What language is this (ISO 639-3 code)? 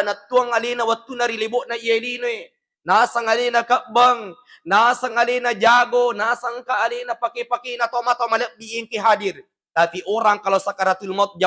bug